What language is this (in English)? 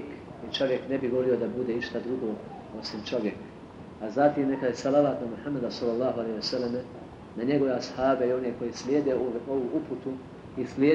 Bosnian